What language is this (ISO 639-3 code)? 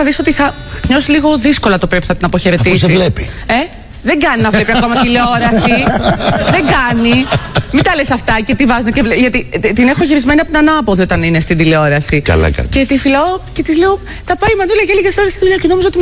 ell